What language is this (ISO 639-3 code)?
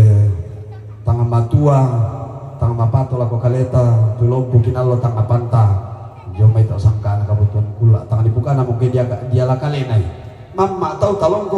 sda